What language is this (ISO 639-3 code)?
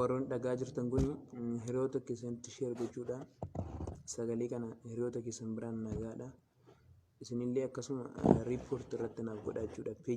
orm